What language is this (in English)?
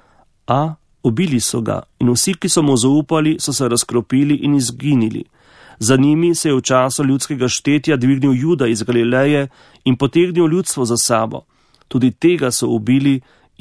Slovenian